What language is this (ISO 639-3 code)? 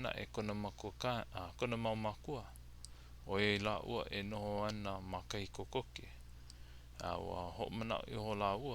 haw